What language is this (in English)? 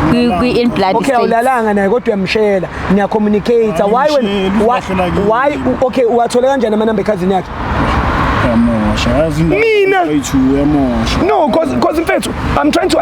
Zulu